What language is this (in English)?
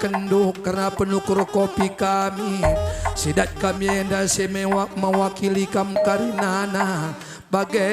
Batak Karo